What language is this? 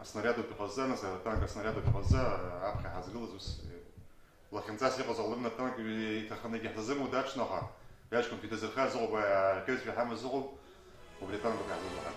Abkhazian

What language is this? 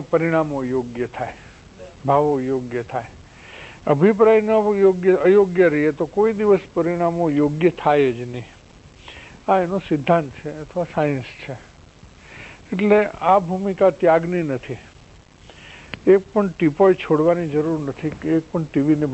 Gujarati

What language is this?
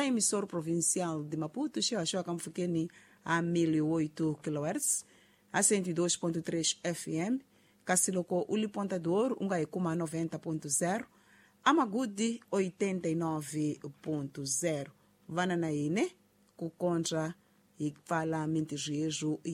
Tsonga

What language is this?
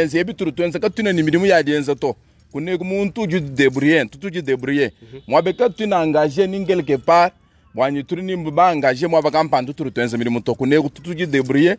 Luba-Lulua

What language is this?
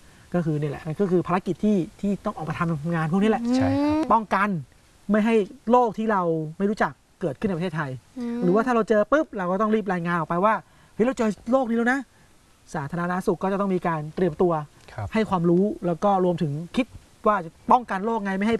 Thai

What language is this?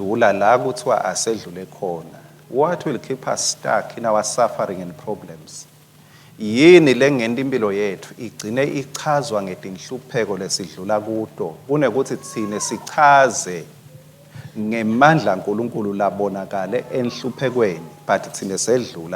Swati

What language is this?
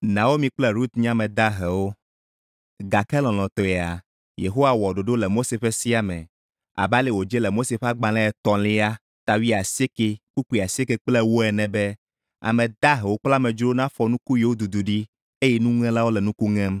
Ewe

